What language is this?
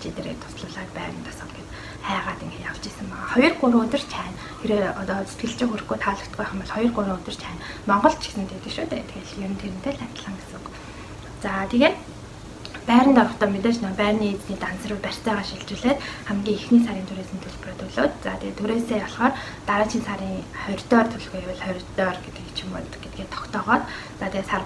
Mongolian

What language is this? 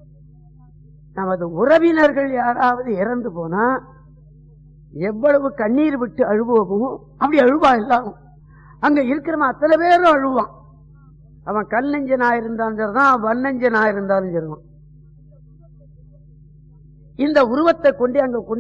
Tamil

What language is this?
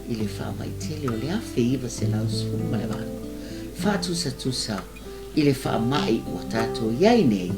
Samoan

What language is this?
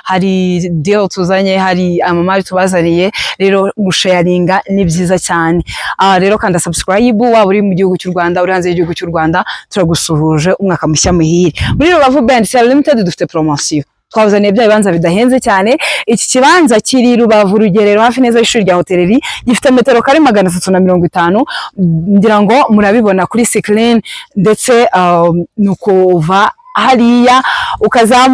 Kinyarwanda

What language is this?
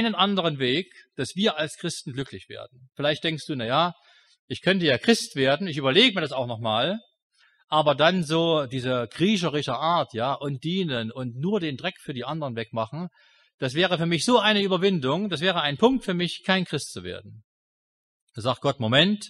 German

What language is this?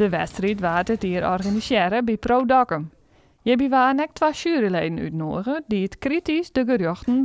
Western Frisian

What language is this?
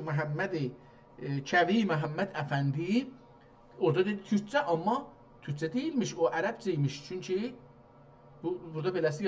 South Azerbaijani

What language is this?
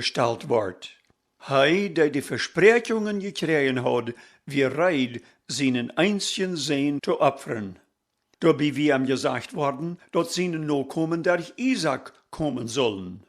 Plautdietsch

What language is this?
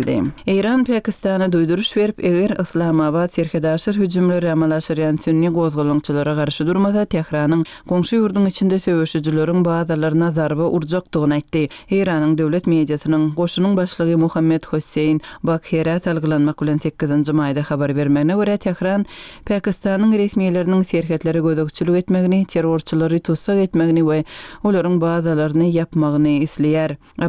Turkmen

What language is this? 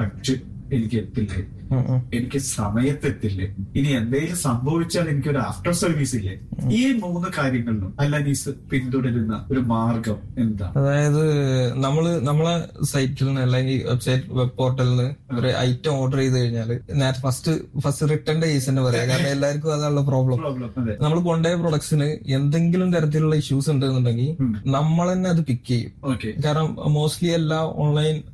Malayalam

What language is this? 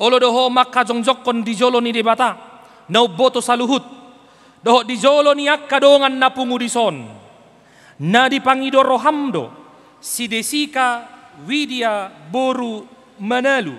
Batak Toba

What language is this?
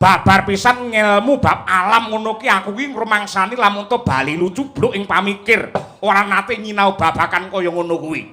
Javanese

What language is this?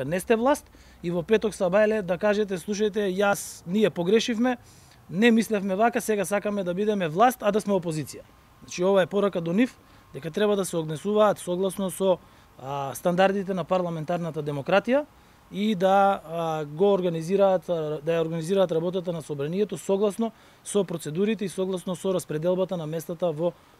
Macedonian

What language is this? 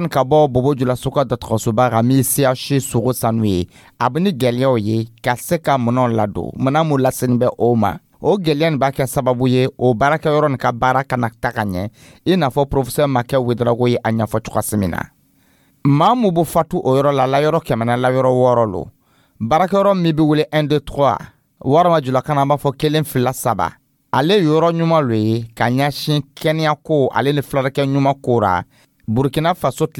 Dyula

